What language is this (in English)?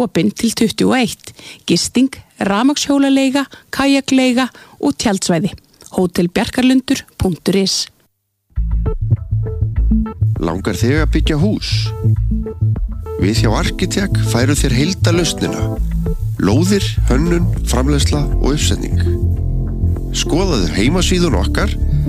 Icelandic